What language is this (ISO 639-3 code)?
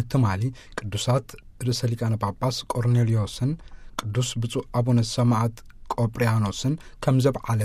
tir